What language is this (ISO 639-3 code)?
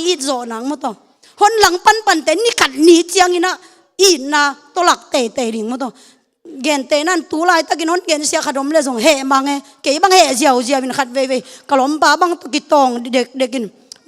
ctd